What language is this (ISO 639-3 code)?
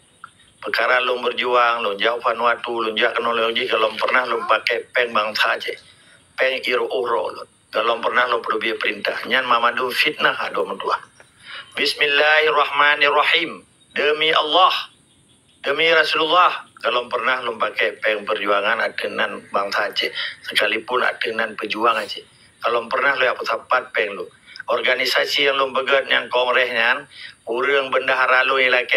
ace